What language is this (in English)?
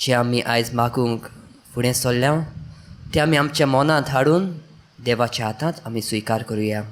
Konkani